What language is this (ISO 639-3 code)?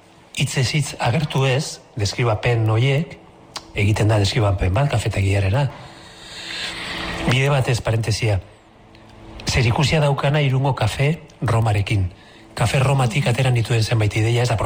eus